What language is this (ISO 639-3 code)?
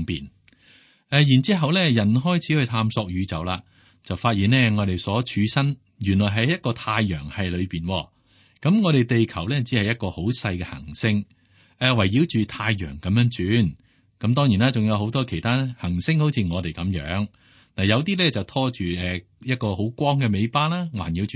yue